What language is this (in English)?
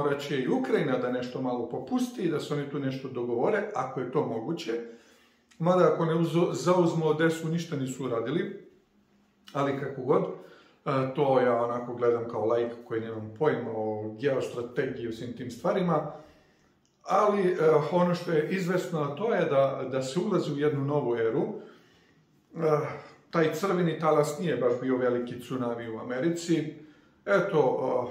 Serbian